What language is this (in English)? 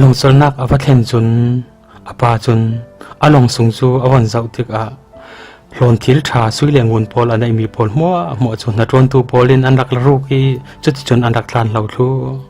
Falam Chin